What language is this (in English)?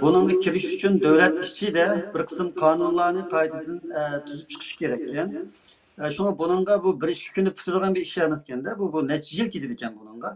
Uyghur